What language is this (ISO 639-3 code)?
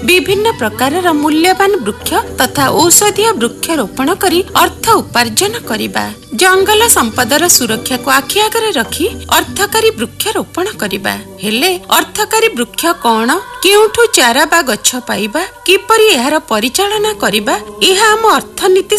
ori